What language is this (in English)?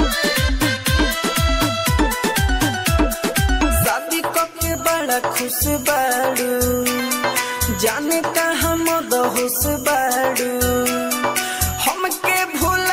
Bhojpuri